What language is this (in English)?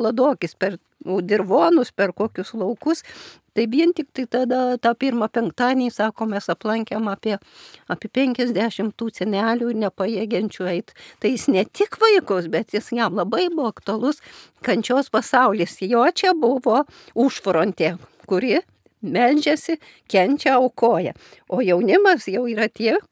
Lithuanian